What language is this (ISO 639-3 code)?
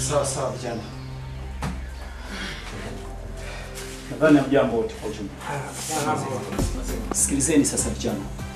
swa